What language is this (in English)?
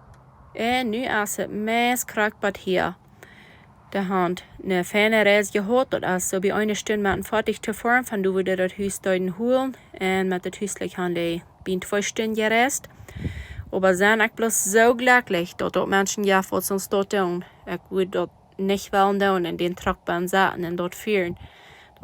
Plautdietsch